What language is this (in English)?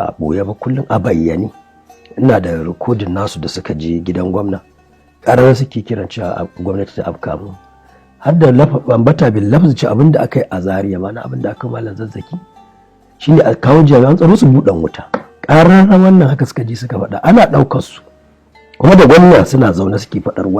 Hausa